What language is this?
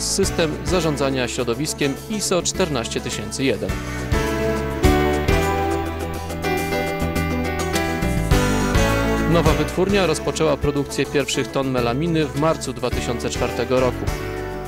Polish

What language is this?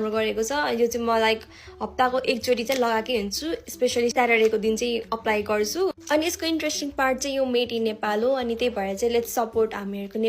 Nepali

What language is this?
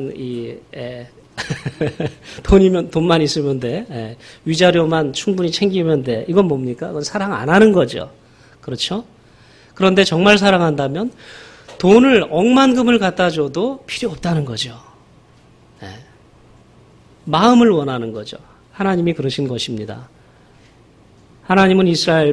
Korean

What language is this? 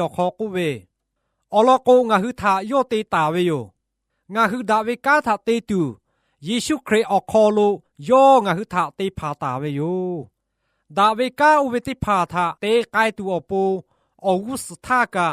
Lahu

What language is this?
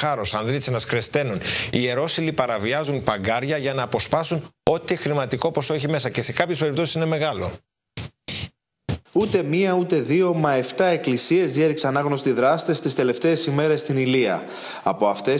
Greek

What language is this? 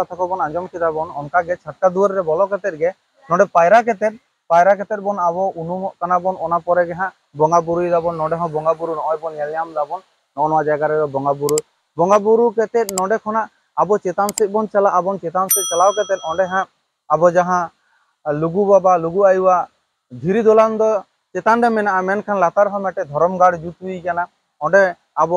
Santali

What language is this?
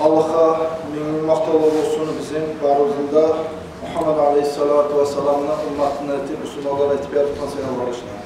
Kumyk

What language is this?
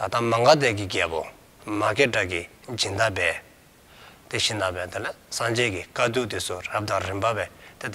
Dzongkha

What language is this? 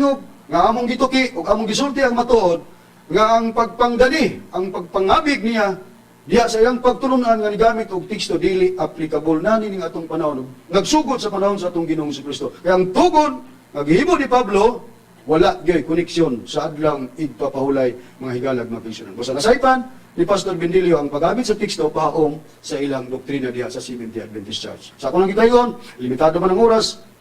Cebuano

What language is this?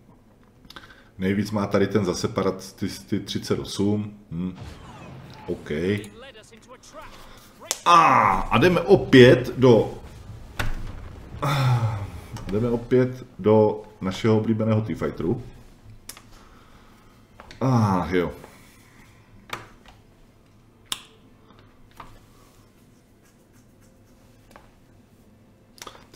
Czech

